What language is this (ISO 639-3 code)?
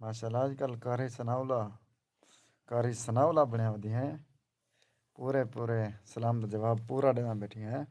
skr